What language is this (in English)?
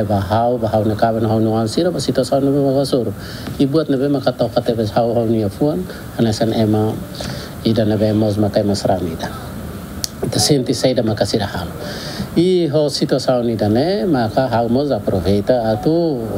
Tetum